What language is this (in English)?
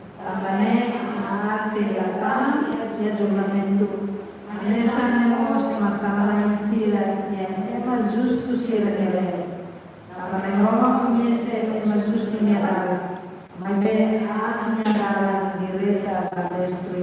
Tetum